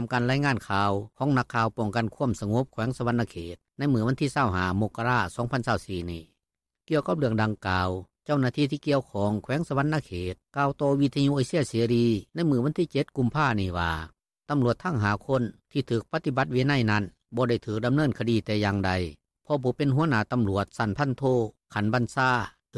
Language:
Lao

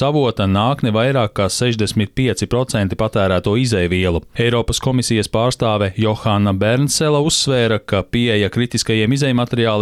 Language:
Latvian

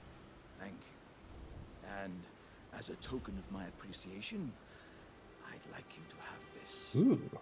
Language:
English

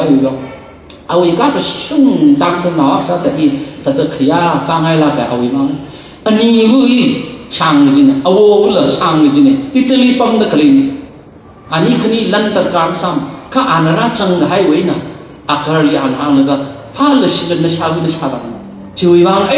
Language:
Tangkhul Naga (India)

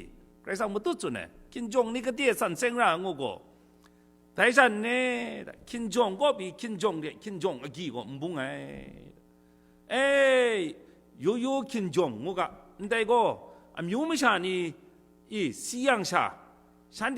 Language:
Kachin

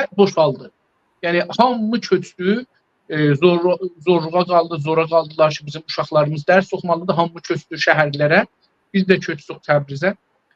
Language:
South Azerbaijani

